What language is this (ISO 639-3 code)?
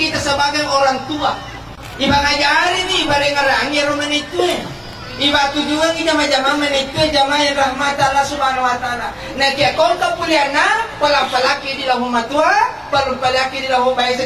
bug